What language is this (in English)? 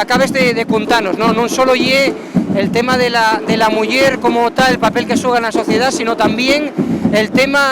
Asturian